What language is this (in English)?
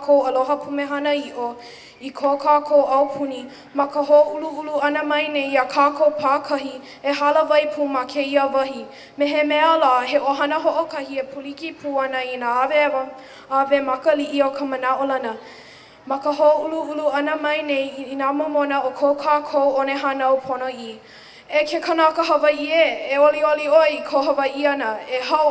Hawaiian